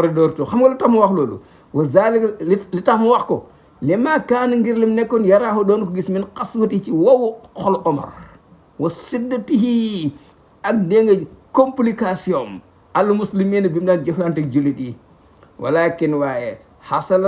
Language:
Wolof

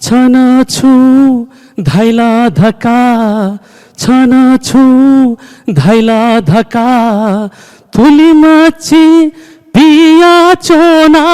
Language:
Newari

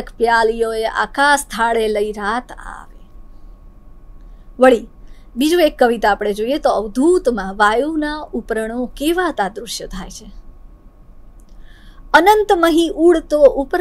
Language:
Gujarati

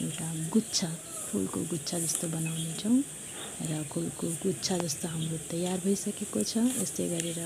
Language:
Nepali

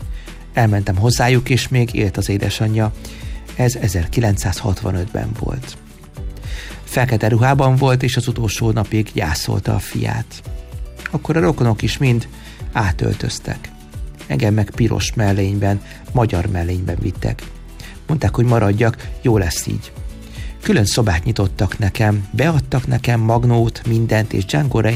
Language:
Hungarian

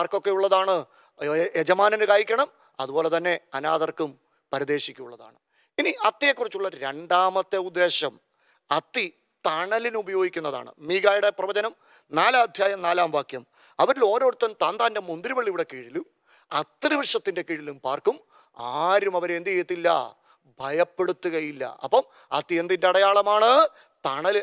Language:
Malayalam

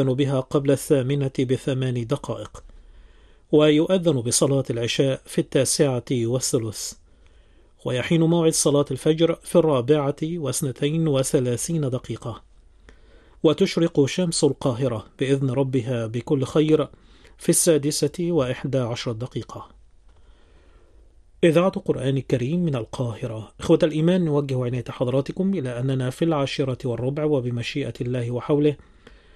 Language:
Arabic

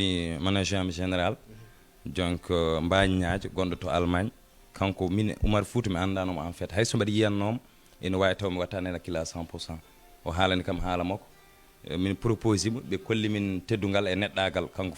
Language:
Fula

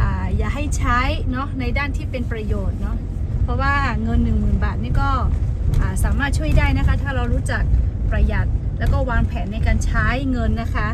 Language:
Lahu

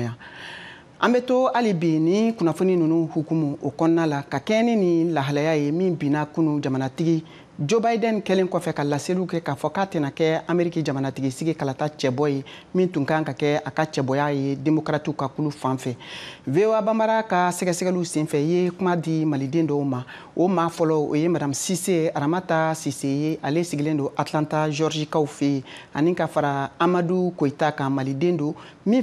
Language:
Bambara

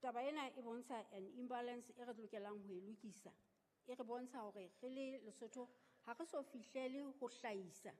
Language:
Southern Sotho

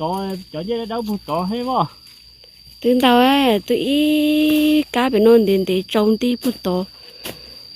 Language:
Hmong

